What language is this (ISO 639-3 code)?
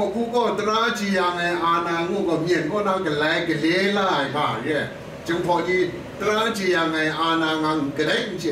kac